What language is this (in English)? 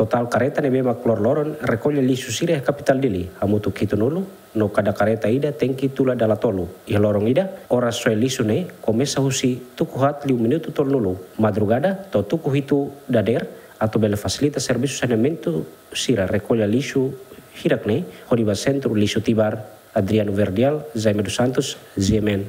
Tetum